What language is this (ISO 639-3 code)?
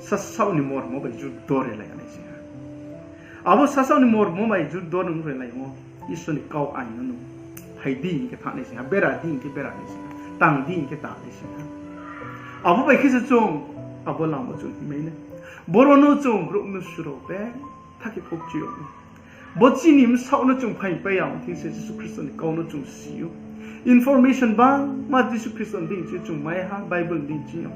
ria